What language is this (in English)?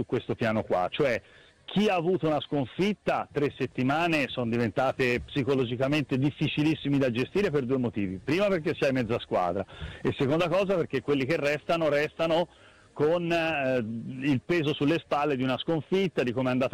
Italian